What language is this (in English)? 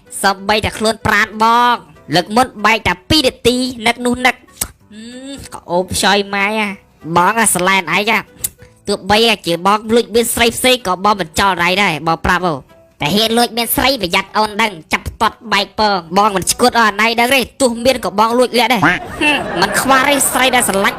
Khmer